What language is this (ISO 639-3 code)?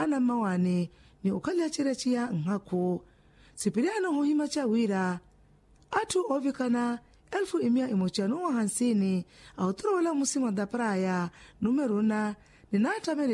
vmw